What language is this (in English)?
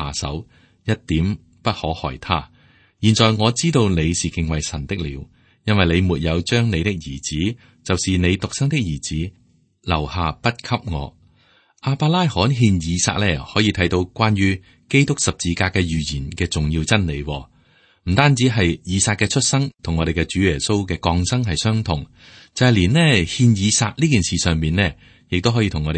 Cantonese